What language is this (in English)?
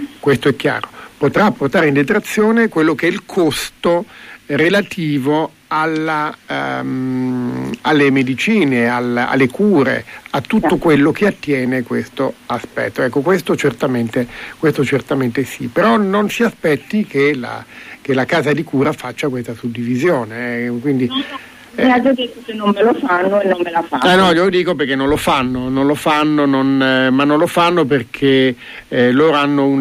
Italian